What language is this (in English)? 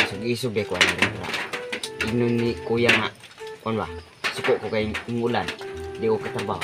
Cebuano